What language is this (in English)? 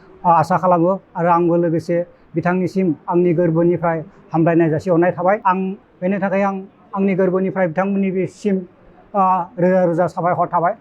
Bodo